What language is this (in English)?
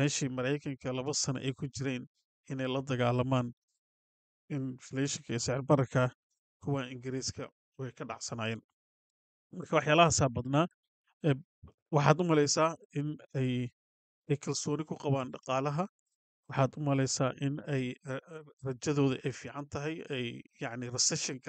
Somali